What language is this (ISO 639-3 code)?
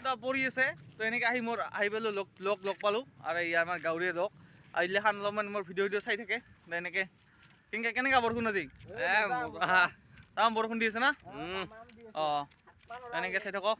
asm